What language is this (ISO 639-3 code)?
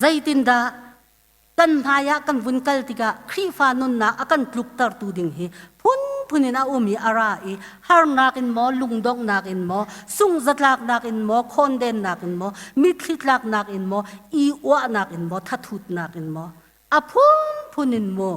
cnh